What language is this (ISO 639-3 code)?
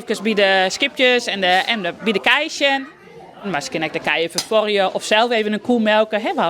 fry